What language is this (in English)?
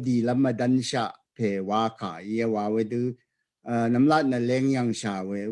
Rawang